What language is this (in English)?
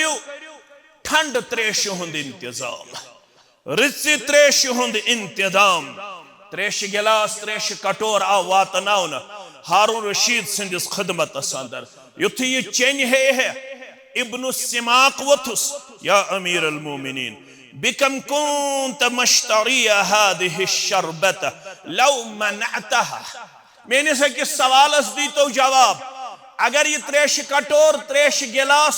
Kashmiri